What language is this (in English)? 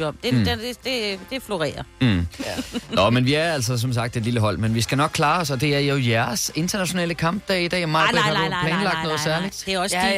Danish